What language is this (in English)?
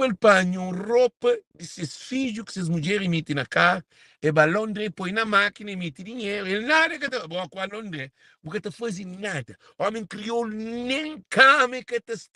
Kabuverdianu